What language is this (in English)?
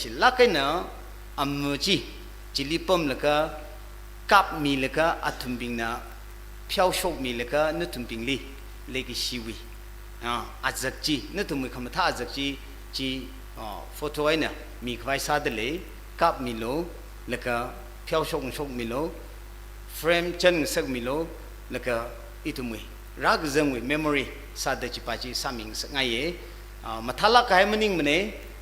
Tangkhul Naga (India)